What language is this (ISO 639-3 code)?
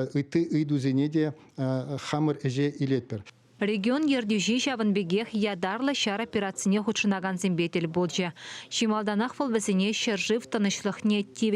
chv